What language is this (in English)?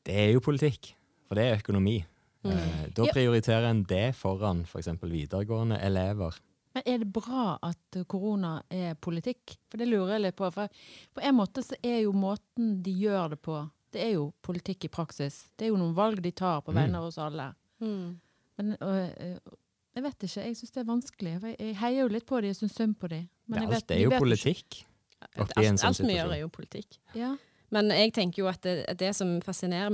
Norwegian